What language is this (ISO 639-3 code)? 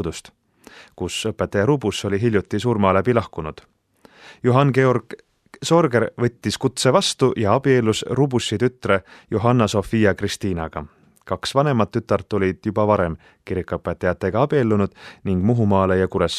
est